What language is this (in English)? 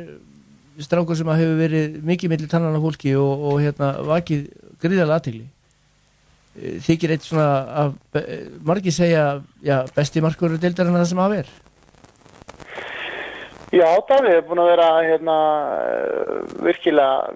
Icelandic